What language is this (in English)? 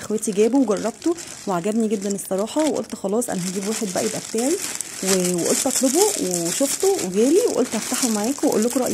Egyptian Arabic